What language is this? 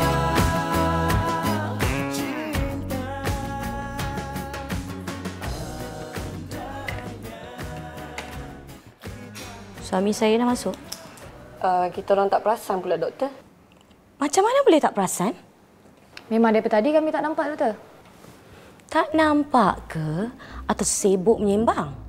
Malay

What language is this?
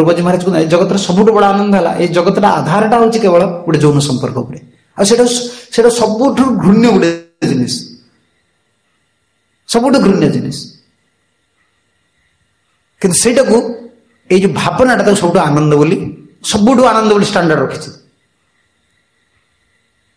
Odia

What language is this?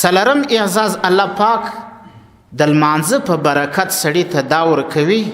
Pashto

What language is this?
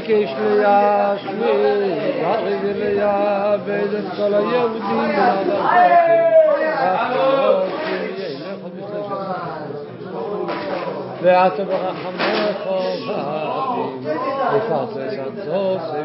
Hebrew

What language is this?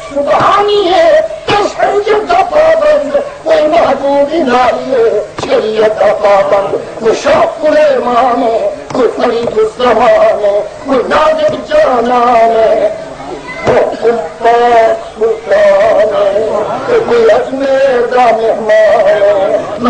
Saraiki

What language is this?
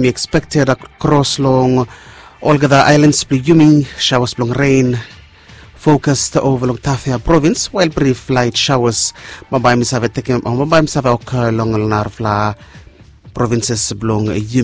Bislama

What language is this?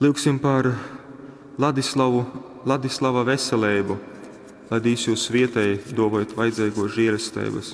Latgalian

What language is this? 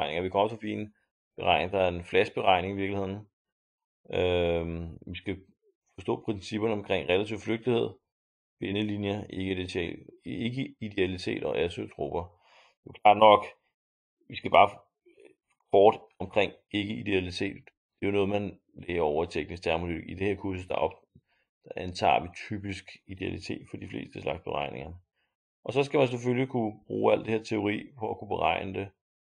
Danish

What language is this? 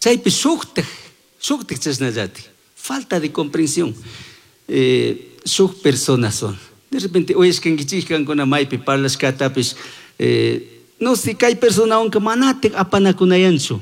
Chimborazo Highland Quichua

